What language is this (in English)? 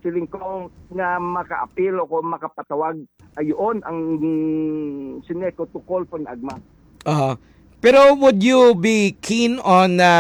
Hiligaynon